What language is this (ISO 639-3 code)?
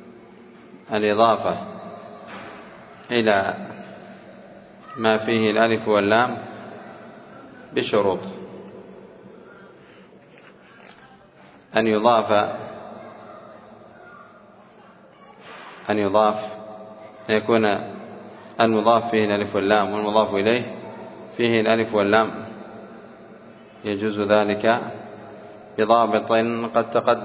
ara